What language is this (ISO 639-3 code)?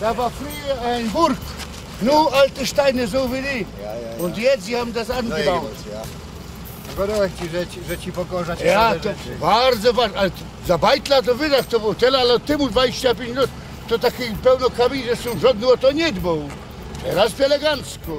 szl